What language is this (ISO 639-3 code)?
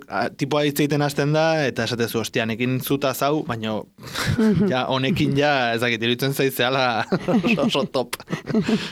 eus